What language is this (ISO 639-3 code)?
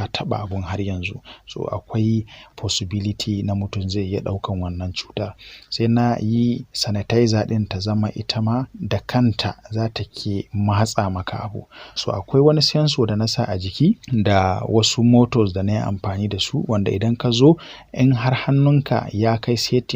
hau